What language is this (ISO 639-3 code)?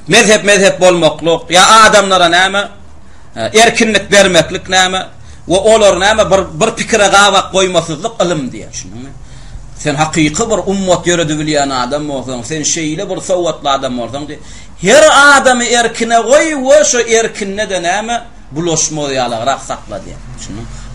tuk